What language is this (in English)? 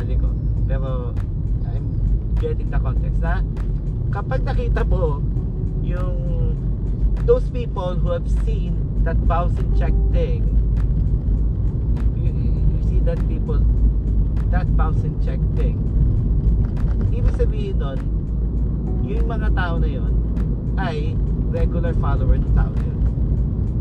Filipino